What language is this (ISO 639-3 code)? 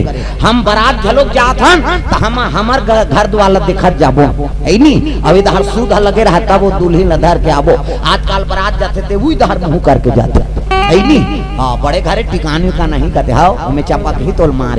hne